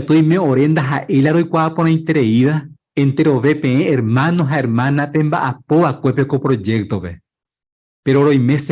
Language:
Guarani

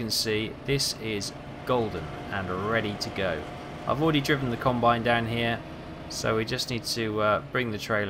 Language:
English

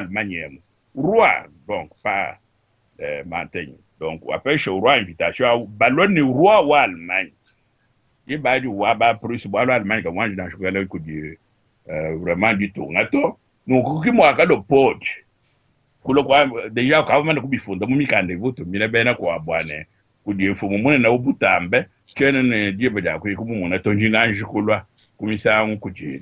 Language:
Luba-Lulua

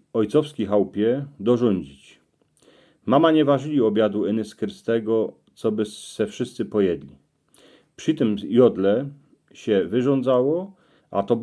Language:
Silesian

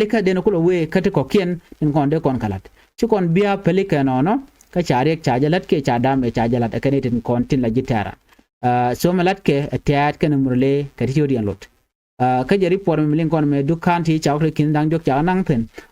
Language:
Nuer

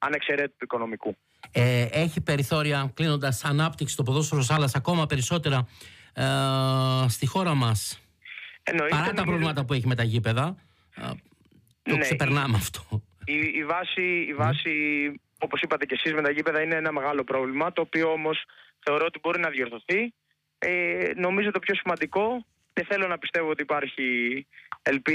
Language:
Greek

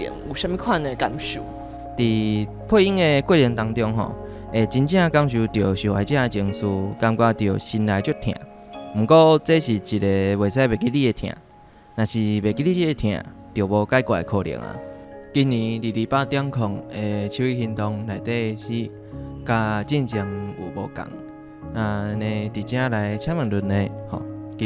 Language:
Min Nan Chinese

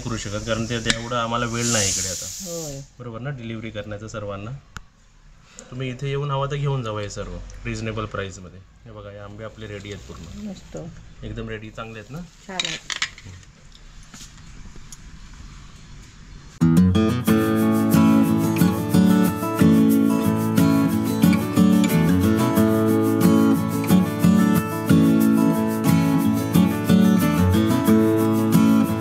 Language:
Marathi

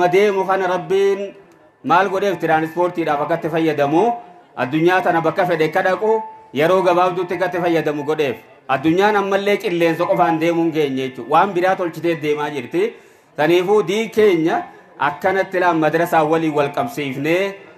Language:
Oromo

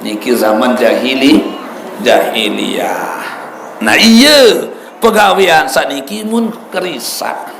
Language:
Sasak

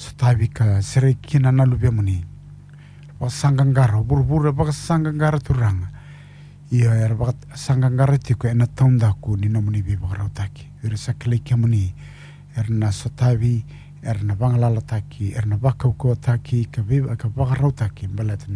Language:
Fijian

